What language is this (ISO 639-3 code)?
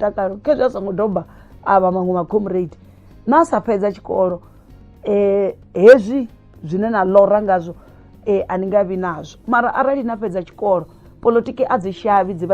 ven